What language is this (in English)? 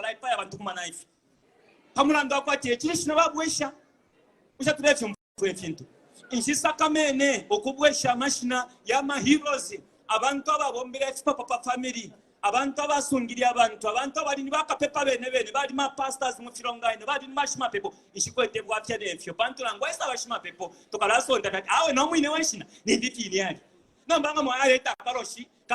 Bemba